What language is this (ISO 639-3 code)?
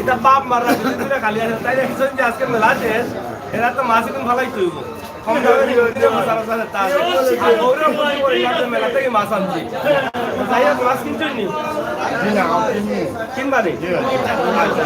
syl